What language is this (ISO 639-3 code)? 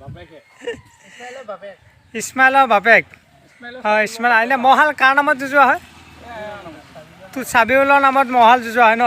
asm